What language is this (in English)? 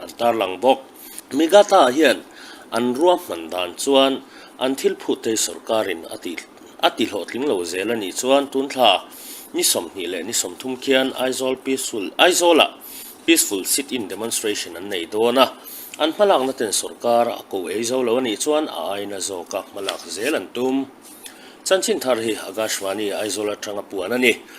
Mizo